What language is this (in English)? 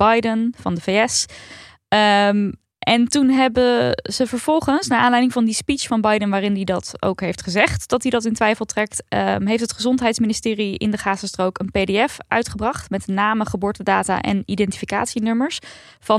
Dutch